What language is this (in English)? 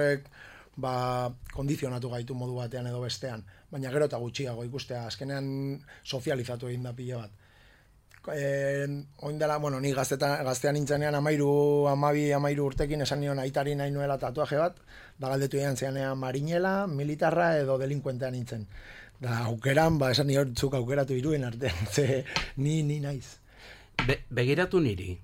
Basque